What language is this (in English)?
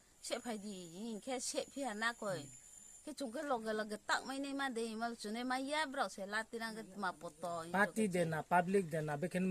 Kok Borok